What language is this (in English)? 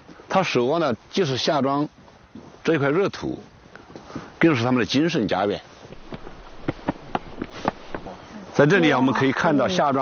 Chinese